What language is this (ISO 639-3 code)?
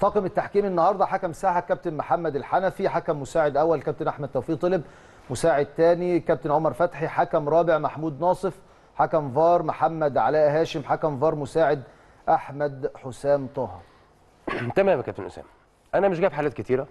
arz